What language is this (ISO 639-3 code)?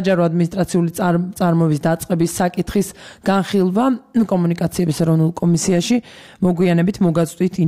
kat